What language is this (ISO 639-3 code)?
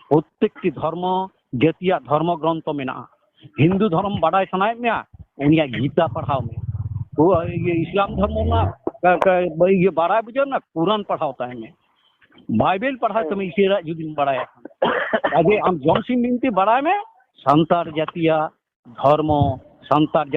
sat